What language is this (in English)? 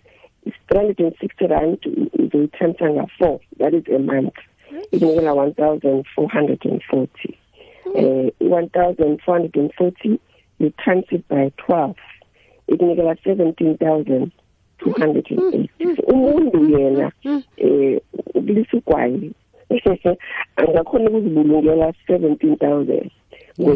South Ndebele